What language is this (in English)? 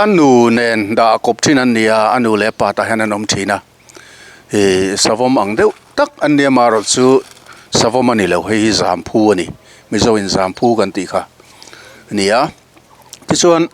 Mizo